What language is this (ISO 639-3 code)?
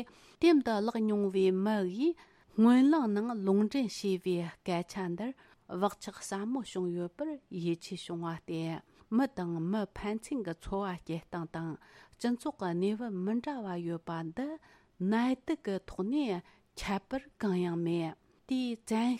bod